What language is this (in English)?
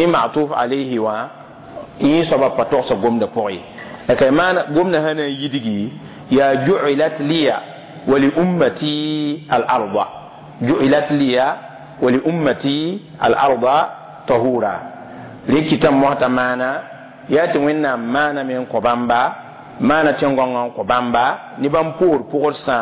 Mossi